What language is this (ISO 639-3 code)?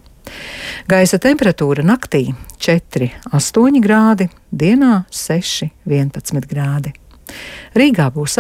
lav